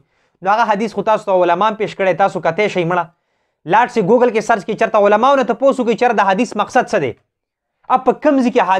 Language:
Pashto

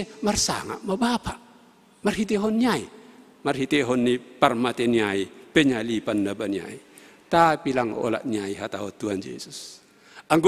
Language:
Batak Simalungun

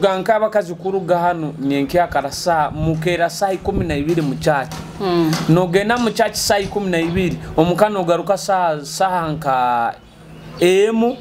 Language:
Nyoro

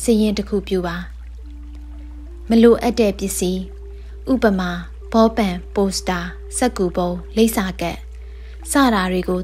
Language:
Burmese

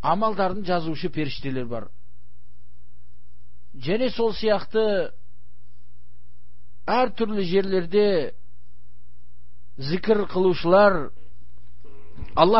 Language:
Kazakh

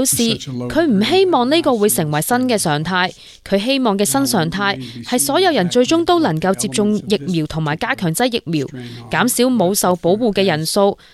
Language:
Cantonese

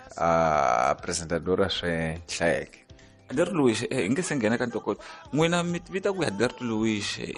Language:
Tsonga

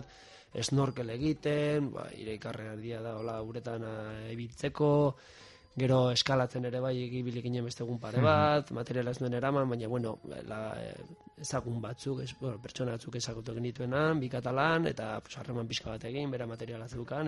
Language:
Basque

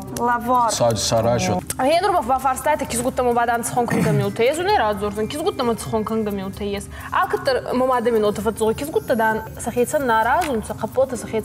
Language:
Ossetic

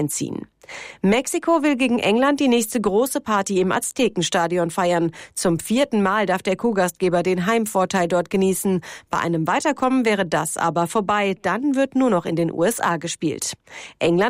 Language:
German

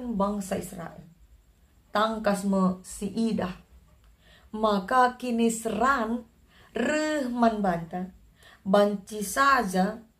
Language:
Batak Karo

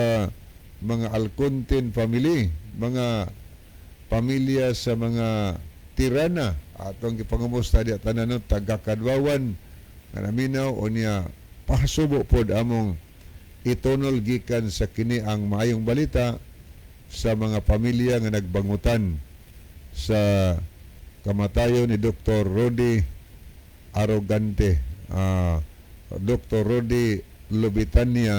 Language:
Cebuano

